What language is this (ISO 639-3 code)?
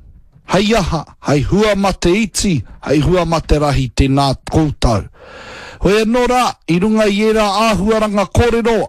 mri